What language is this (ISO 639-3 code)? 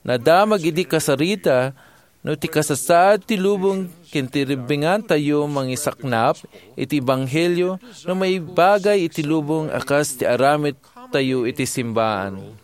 ilo